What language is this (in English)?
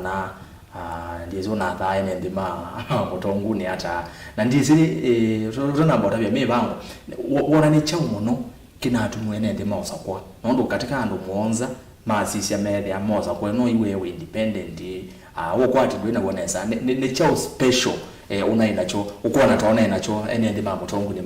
Kamba